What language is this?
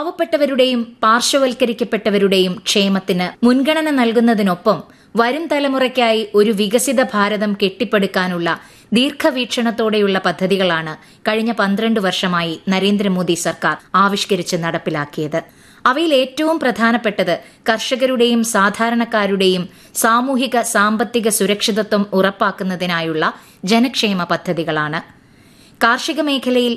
Malayalam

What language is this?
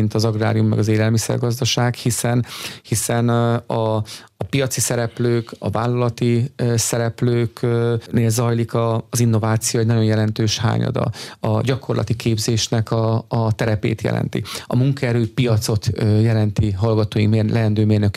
Hungarian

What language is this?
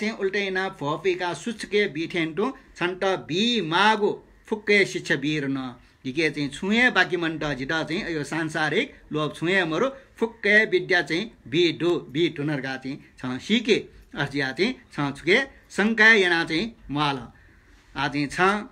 Newari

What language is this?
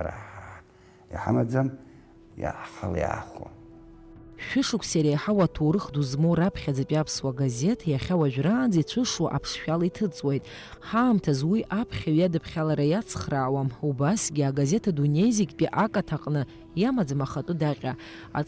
Abkhazian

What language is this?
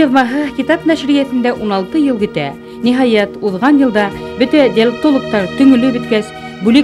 Bashkir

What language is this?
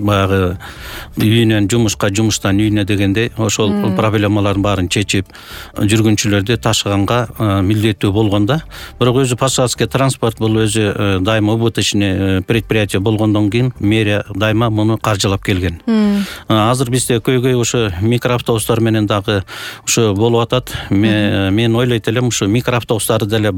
Kyrgyz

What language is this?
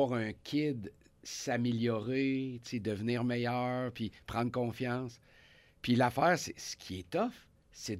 French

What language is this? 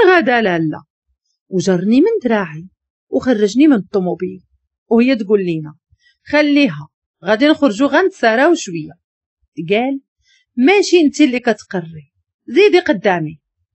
Moroccan Arabic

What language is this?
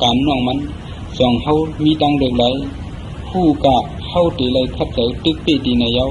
Shan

